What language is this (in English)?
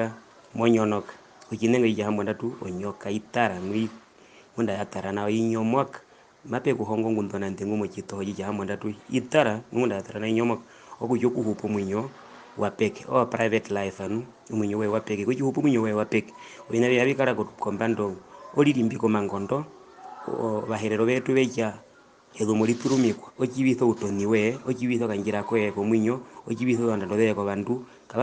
Herero